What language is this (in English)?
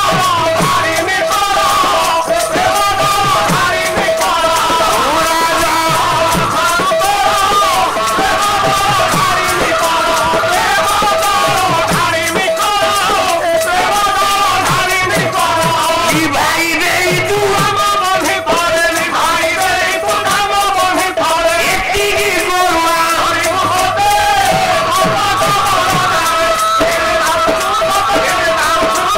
Odia